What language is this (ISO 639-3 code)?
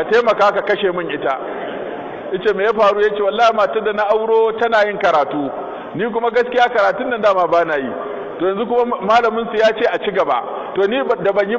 hau